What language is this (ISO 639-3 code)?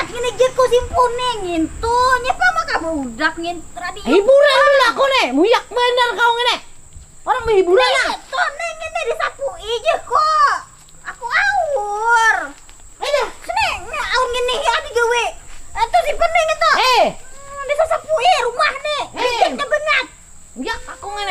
bjn